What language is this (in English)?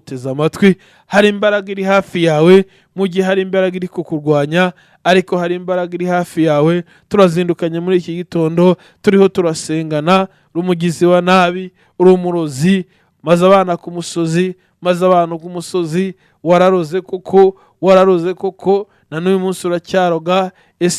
Kinyarwanda